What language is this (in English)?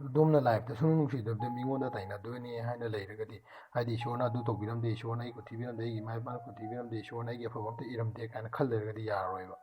Manipuri